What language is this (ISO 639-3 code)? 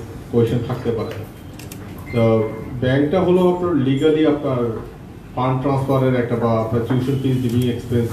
ben